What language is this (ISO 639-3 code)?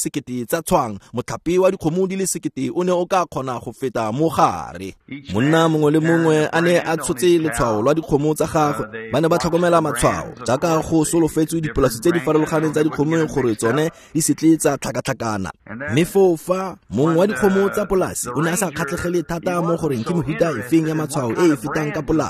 tsn